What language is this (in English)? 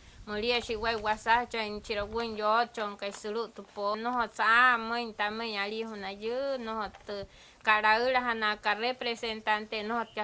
Wayuu